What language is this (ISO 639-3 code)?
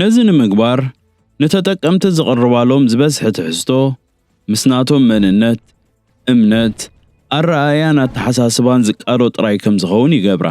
tir